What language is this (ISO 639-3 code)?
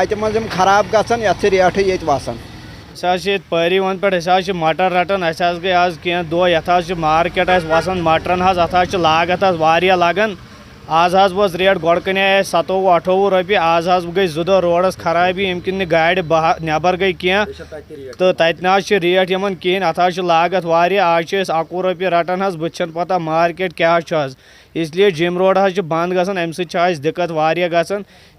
kas